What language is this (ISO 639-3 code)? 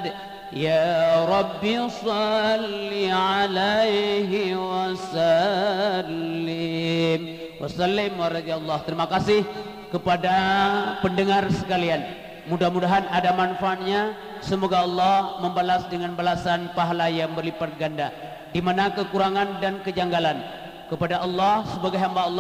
msa